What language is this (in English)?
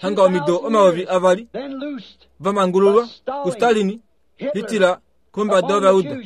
Kuanyama